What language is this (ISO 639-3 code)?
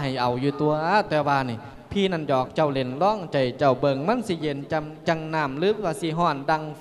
lao